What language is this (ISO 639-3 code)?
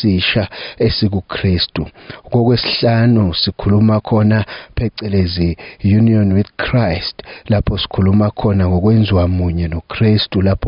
zul